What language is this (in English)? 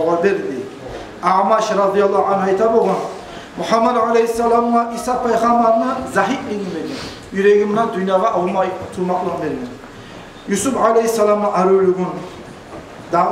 Kumyk